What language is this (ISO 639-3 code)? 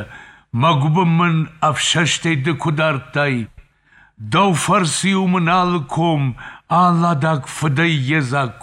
oss